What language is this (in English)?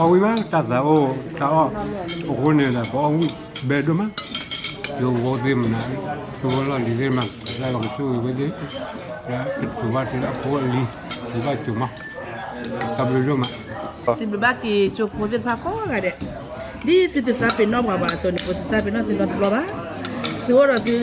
S'gaw Karen